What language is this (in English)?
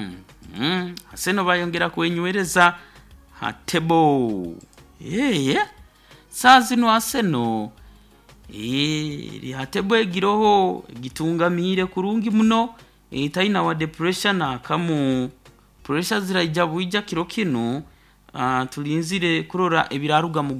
Nyoro